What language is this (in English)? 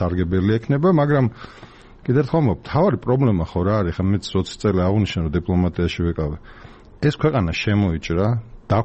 Georgian